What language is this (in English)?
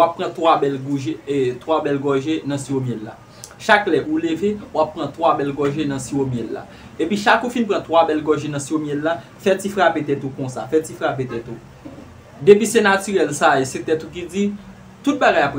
Haitian Creole